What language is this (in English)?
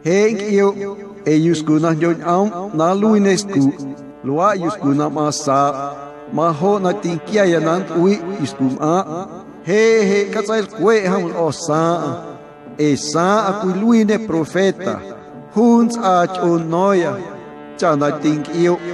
Guerrero Amuzgo